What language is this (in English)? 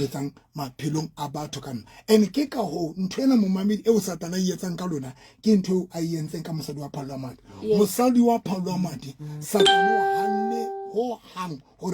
Southern Sotho